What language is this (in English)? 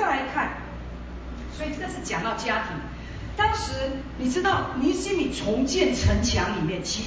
Chinese